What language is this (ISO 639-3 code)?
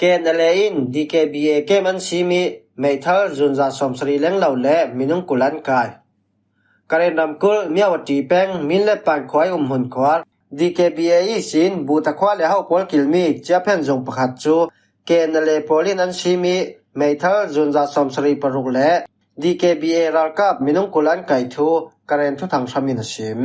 cfm